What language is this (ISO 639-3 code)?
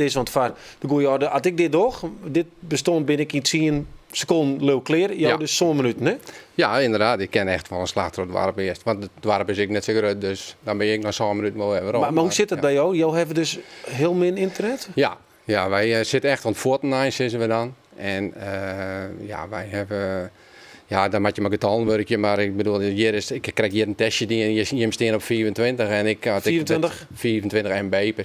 fry